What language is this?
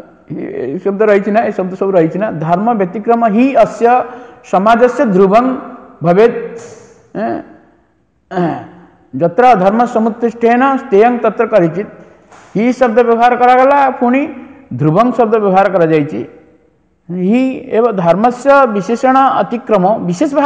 Odia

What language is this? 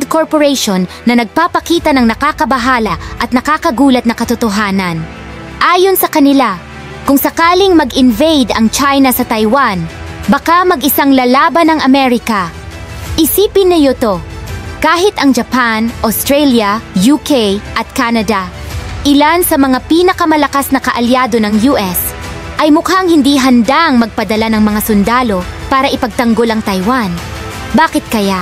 Filipino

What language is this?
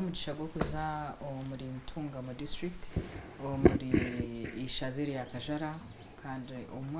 Nyankole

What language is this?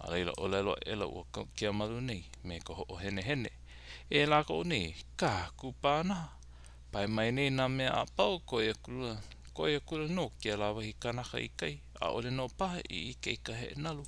Hawaiian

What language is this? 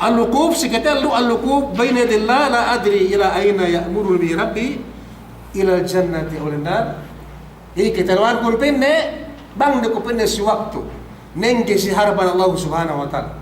Yakan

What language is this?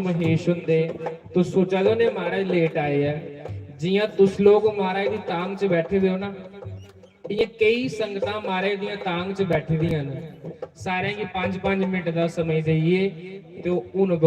Dogri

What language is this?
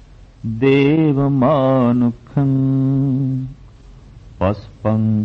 Punjabi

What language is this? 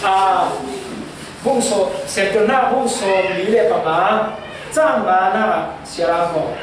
Falam Chin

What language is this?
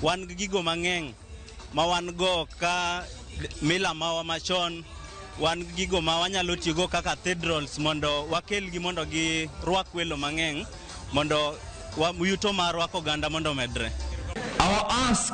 Luo (Kenya and Tanzania)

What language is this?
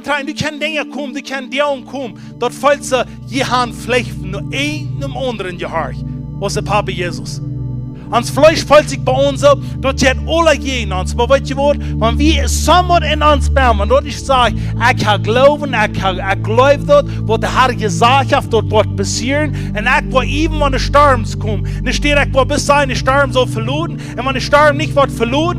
Plautdietsch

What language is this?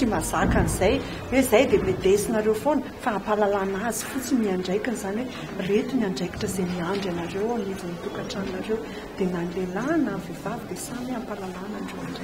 Malagasy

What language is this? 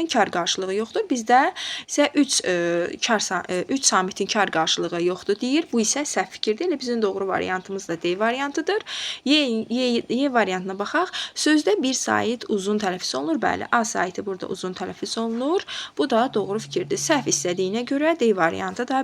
Azerbaijani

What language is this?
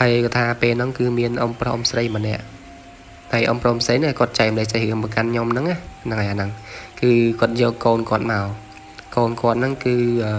Khmer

